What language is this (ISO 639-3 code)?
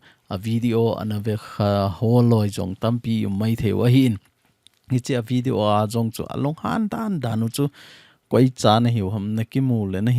tcz